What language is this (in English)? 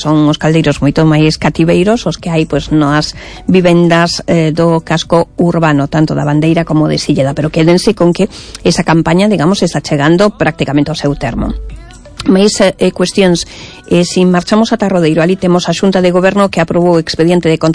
Galician